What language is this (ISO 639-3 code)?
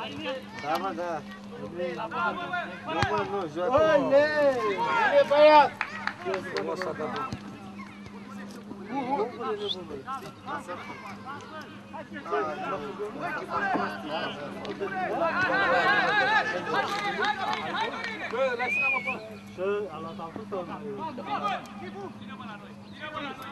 ron